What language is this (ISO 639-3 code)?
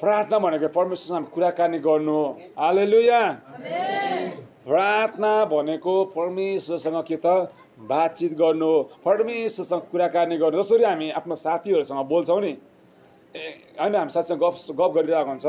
nep